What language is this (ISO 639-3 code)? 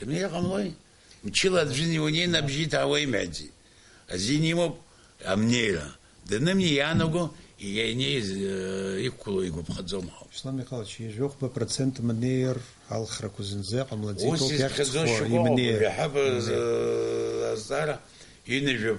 abk